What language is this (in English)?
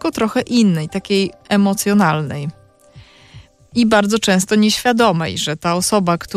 Polish